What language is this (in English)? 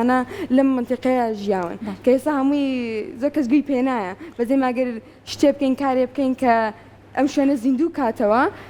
Central Kurdish